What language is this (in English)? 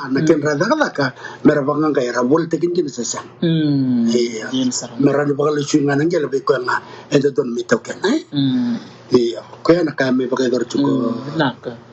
Fijian